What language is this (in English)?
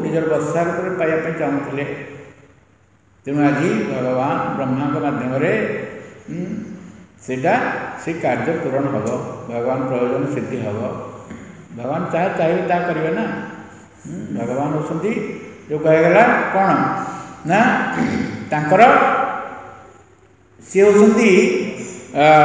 Odia